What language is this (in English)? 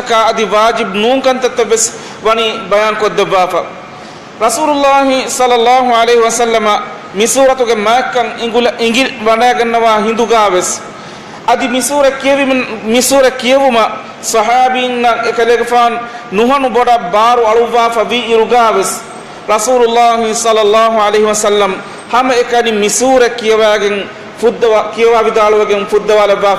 Divehi